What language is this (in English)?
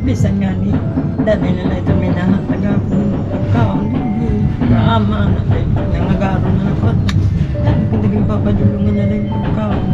Waray